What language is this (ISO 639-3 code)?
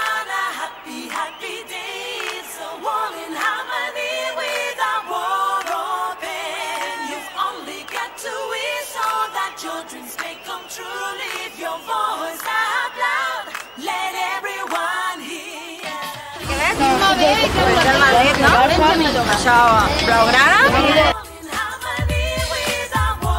cat